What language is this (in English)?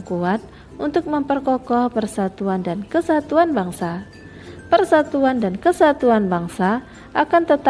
Indonesian